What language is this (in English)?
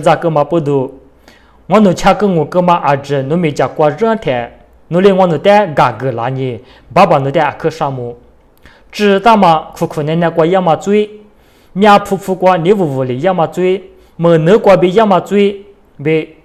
Lisu